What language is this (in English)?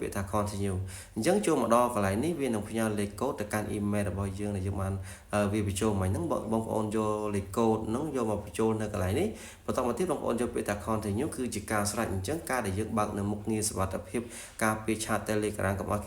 Khmer